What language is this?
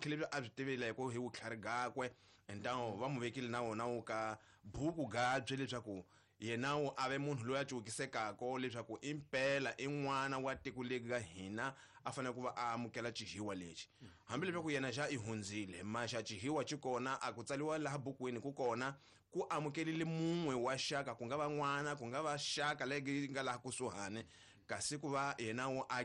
Tsonga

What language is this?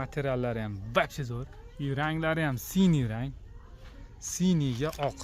Uzbek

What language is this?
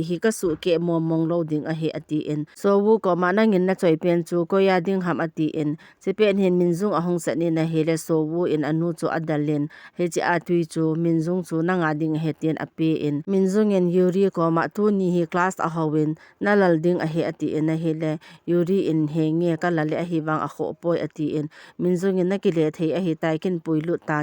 Thado Chin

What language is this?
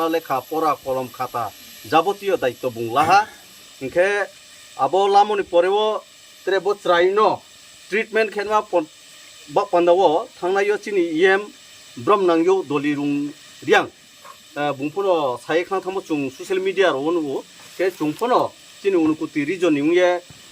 Riang (India)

